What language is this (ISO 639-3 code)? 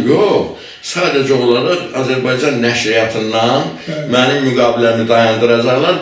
aze